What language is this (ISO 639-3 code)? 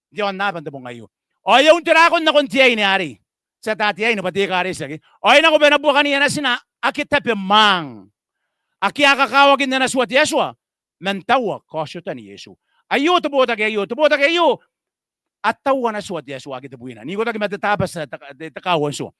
gil